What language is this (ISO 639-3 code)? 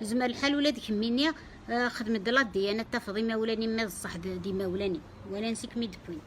kab